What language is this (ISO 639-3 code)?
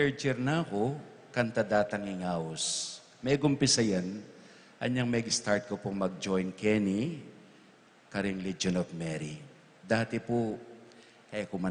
pam